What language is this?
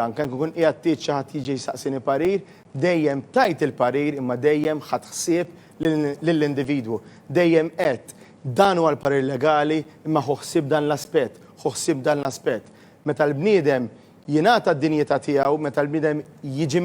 Maltese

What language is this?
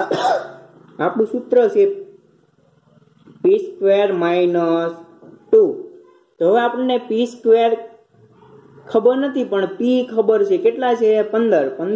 Gujarati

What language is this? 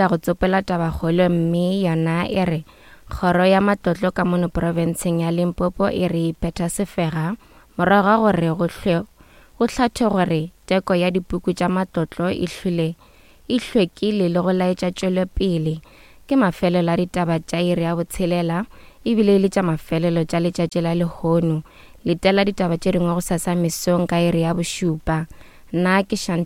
Northern Sotho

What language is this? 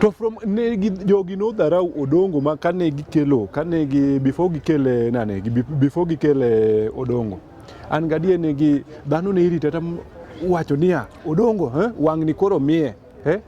Luo (Kenya and Tanzania)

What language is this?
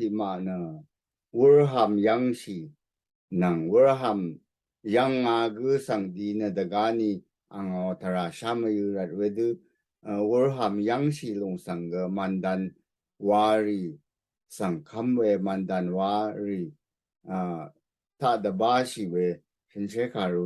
Rawang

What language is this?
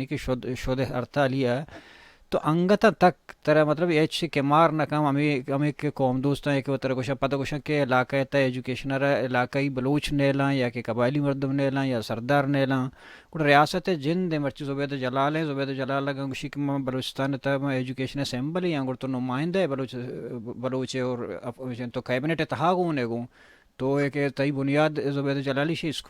Baluchi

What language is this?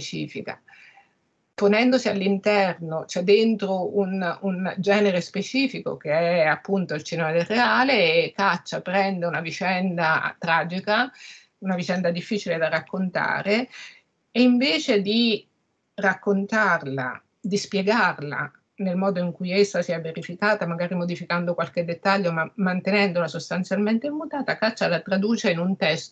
Italian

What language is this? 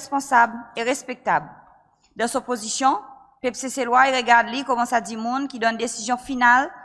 Seselwa Creole French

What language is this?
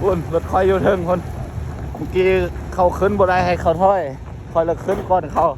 Lao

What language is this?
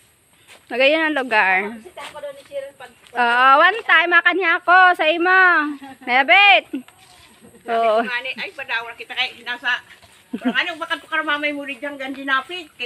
Bikol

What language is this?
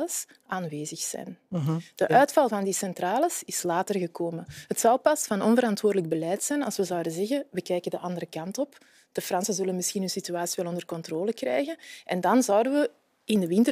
Dutch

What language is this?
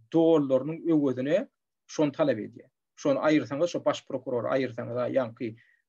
Turkmen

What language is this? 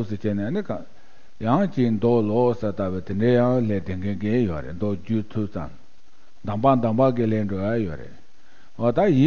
Tibetan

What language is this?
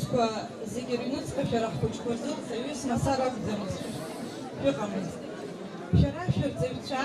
Abkhazian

